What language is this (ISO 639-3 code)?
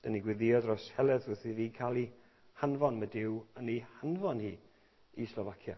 cym